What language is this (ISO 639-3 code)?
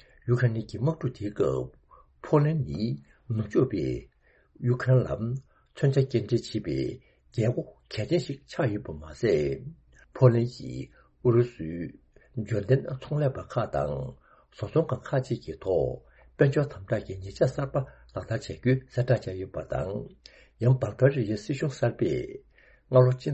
bod